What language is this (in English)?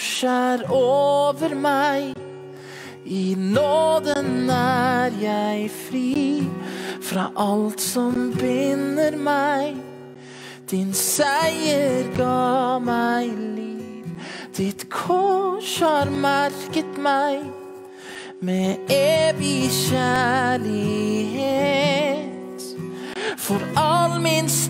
Norwegian